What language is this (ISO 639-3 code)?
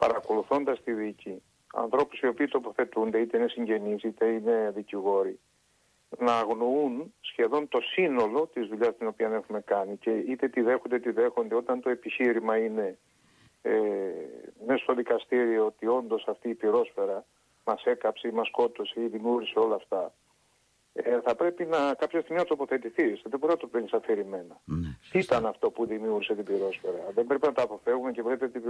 ell